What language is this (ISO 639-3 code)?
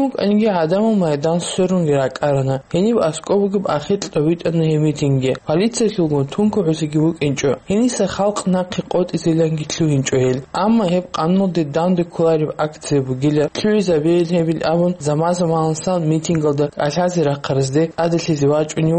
ava